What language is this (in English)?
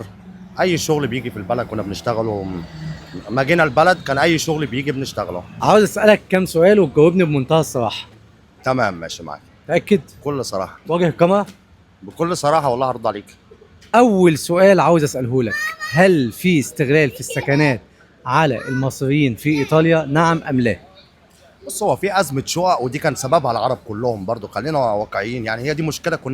Egyptian Arabic